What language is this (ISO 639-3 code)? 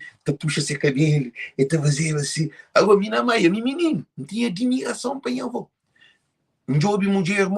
kea